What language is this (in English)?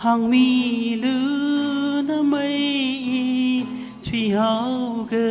Tangkhul Naga (India)